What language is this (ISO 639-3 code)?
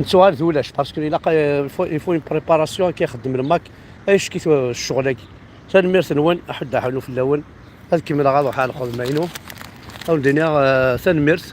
kab